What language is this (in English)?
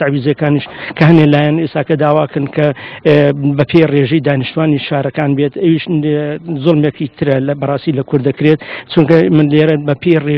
Central Kurdish